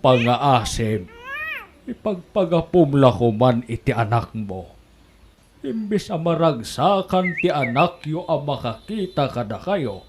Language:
Iloko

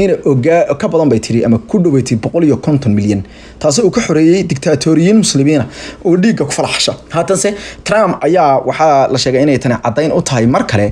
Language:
Somali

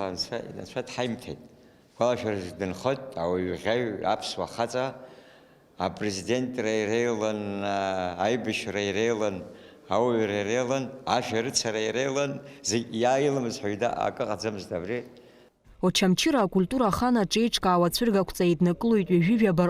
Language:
Abkhazian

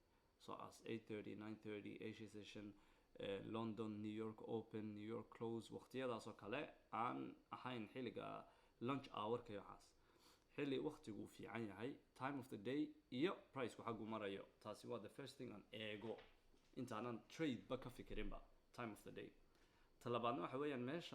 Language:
Somali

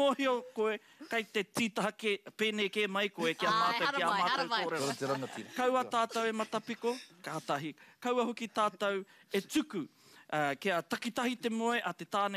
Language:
Māori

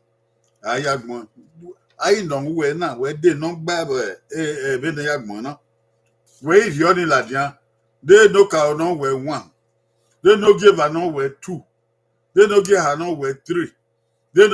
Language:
Bini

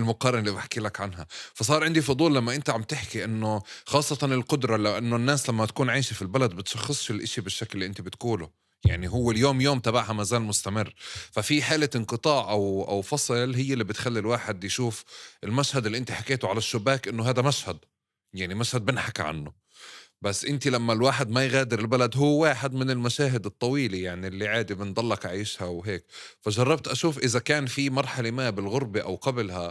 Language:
North Levantine Arabic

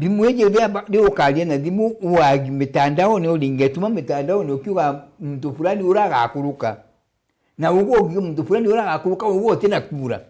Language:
Meru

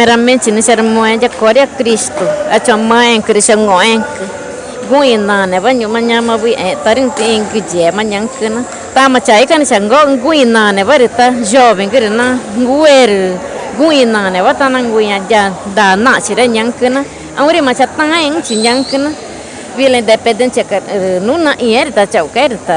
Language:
Ticuna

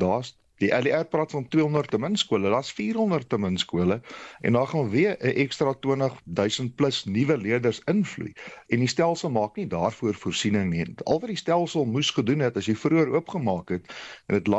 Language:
Afrikaans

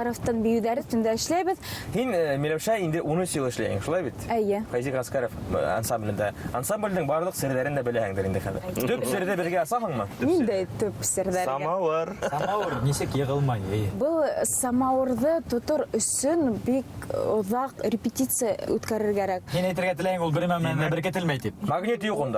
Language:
Bashkir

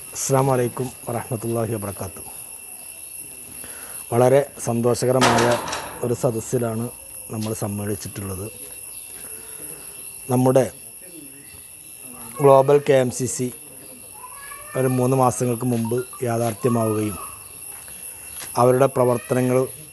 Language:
Malayalam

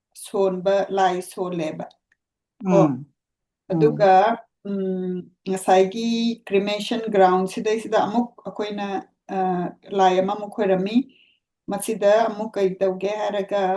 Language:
Manipuri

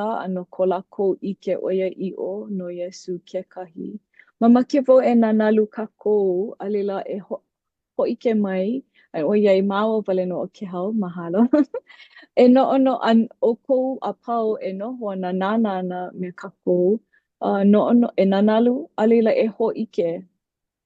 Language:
Hawaiian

